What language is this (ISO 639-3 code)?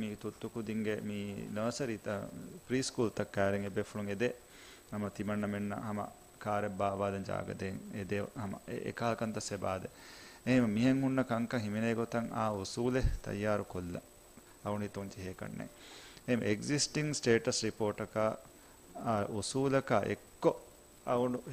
div